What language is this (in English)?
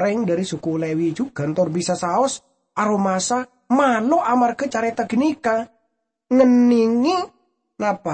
Madurese